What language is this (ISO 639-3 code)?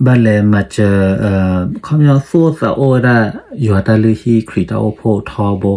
ksw